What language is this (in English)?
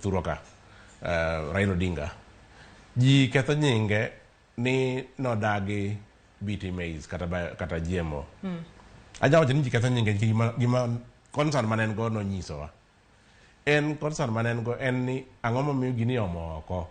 Luo (Kenya and Tanzania)